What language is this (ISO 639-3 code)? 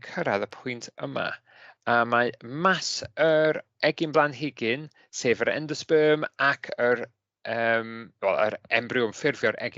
cym